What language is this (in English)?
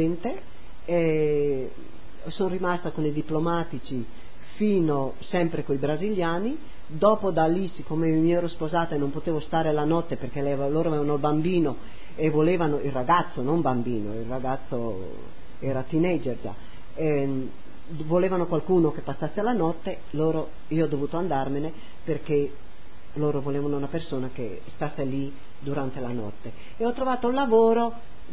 Italian